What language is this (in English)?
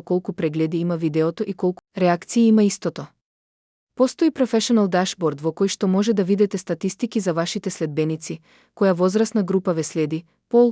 Macedonian